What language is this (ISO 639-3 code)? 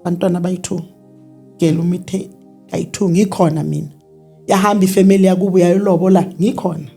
zul